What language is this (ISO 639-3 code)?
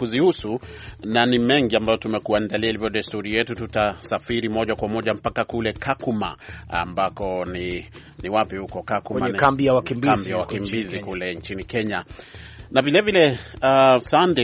swa